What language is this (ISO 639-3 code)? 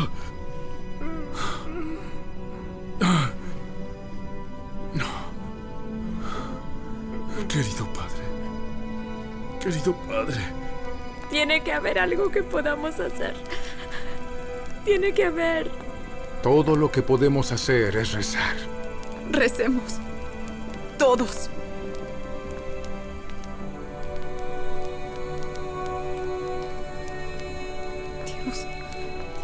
spa